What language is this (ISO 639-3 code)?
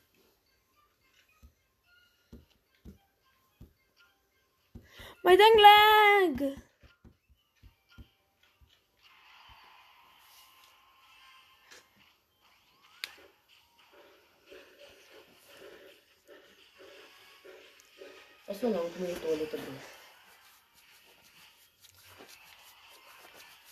afr